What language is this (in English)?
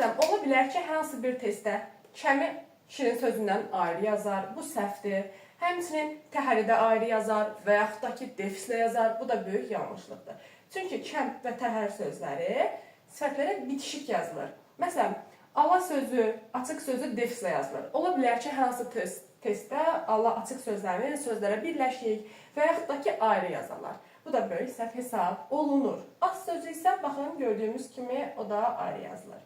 Azerbaijani